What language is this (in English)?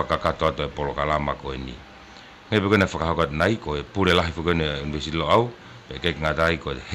Tongan